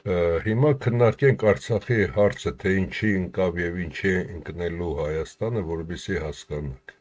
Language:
Armenian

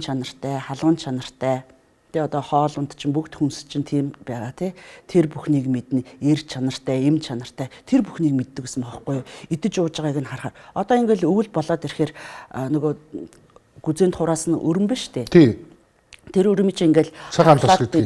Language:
Mongolian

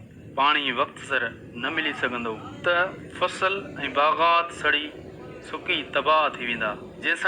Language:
Sindhi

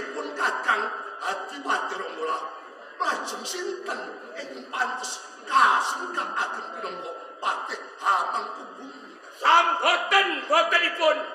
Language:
Javanese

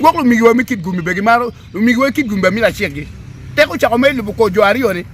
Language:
Acoli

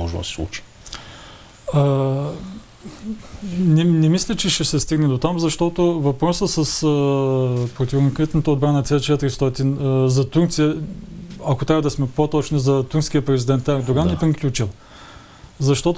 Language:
Bulgarian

